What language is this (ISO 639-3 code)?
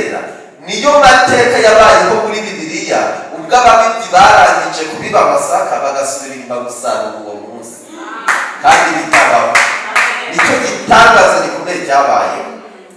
kin